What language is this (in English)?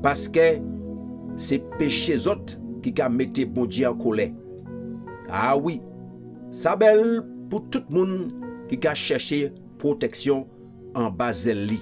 Guadeloupean Creole French